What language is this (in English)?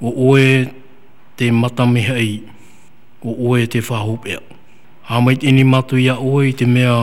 Tahitian